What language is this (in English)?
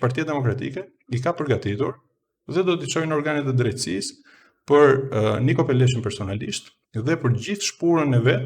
Albanian